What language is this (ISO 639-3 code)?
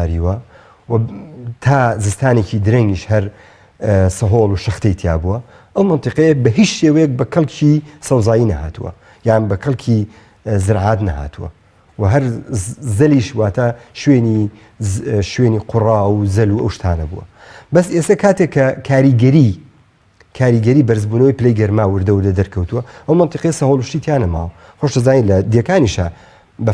ckb